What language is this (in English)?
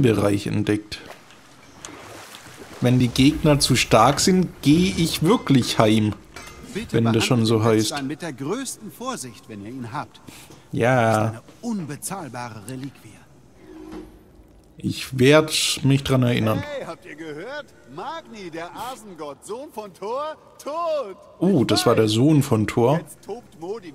German